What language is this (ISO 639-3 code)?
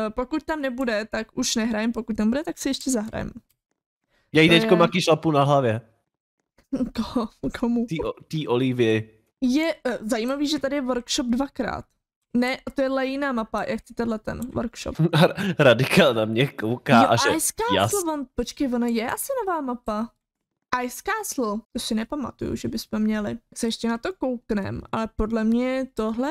ces